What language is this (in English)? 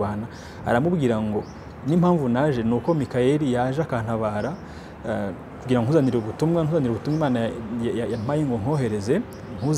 Kinyarwanda